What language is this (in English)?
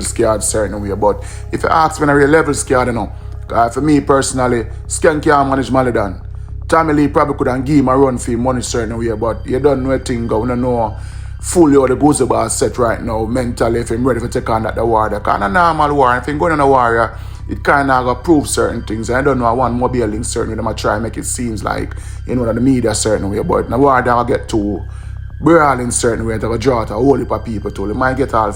Jamaican Creole English